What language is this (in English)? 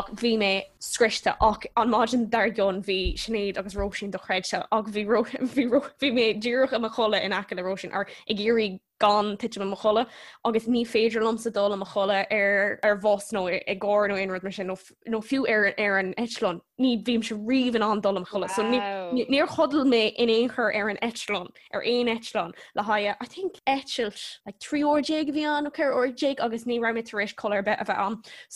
Irish